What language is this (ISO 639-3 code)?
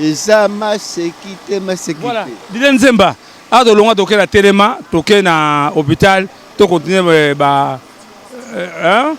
lin